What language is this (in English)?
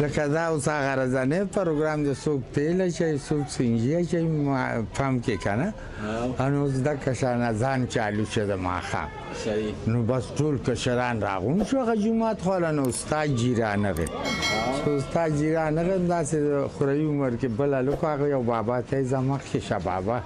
Pashto